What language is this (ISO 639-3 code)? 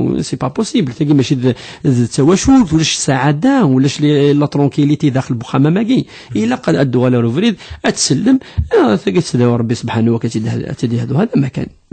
kab